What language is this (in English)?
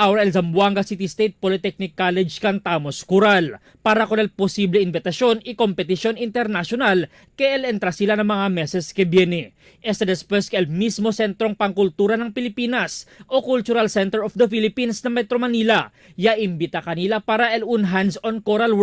Chavacano